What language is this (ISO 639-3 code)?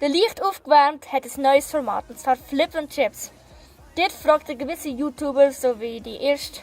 gsw